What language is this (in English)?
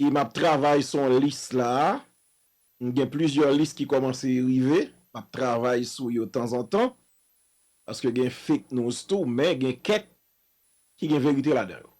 Haitian Creole